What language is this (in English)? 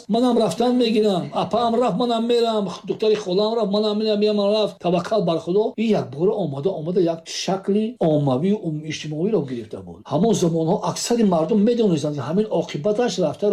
Tajik